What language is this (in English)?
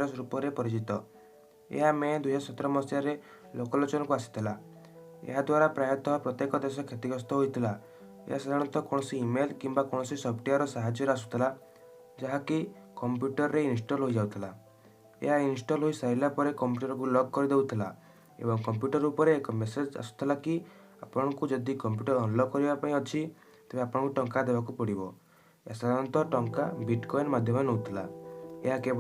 Odia